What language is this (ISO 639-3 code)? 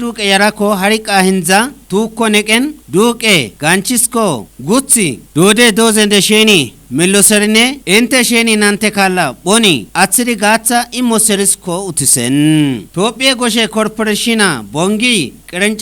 kbr